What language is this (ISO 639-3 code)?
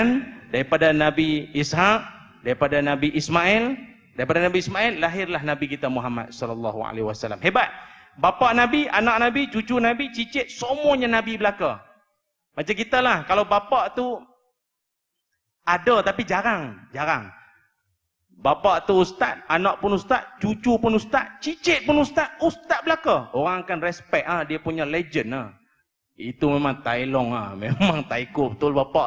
msa